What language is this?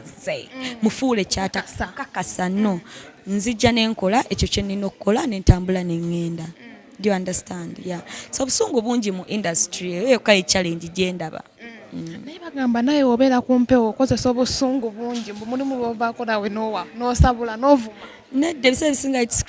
Ganda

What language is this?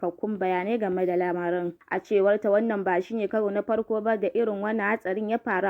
Hausa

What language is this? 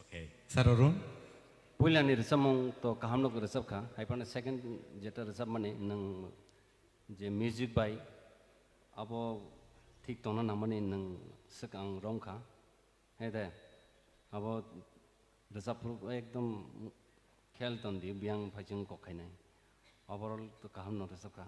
Kok Borok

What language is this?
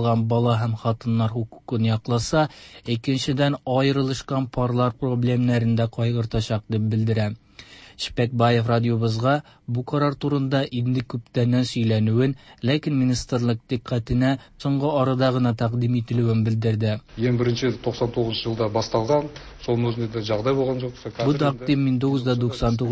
Tatar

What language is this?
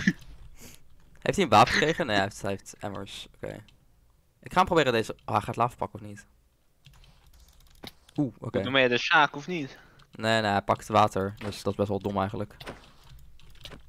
Dutch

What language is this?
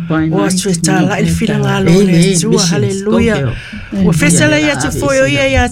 Samoan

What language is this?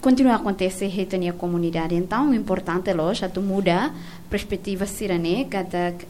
Tetum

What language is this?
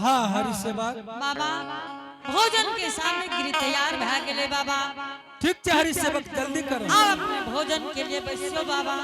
Angika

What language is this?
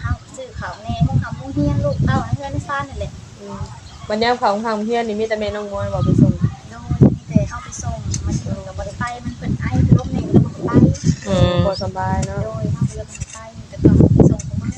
Northeastern Thai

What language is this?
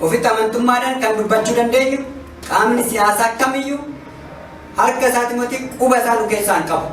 Oromo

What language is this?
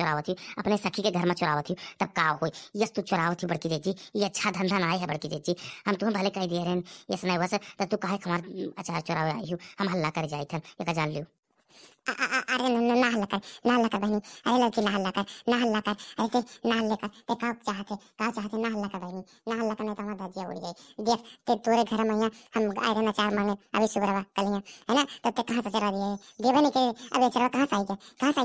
Awadhi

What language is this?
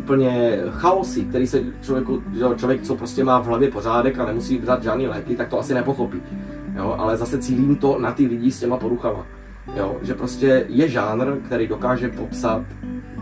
Czech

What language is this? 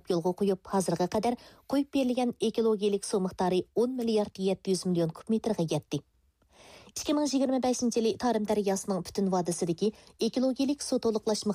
Uyghur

